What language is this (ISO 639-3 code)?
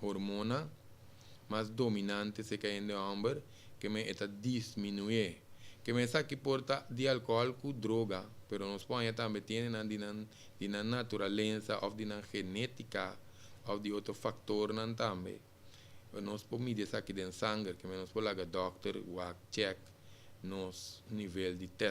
pap